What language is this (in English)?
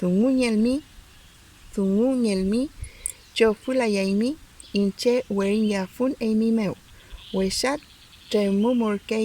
Mapuche